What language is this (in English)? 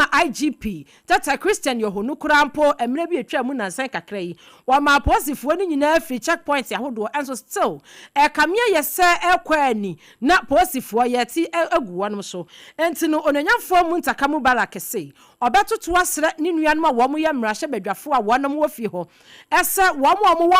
Akan